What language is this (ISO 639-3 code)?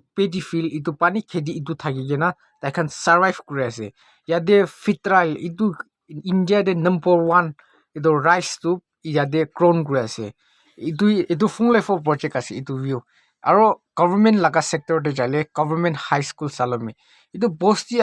nag